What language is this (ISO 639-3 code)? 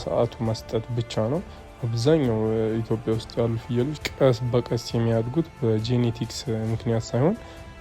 amh